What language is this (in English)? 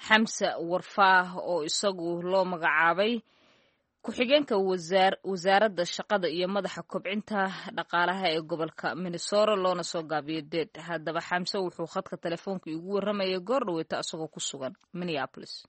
Somali